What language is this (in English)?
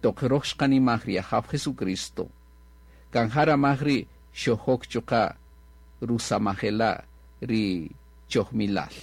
Kaqchikel